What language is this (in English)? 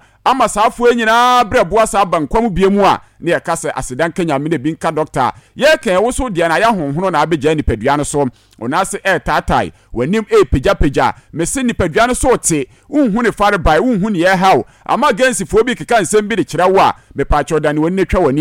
Akan